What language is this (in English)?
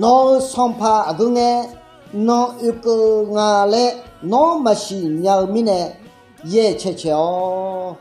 Akha